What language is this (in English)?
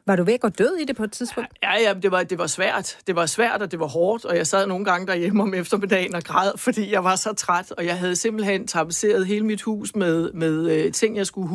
Danish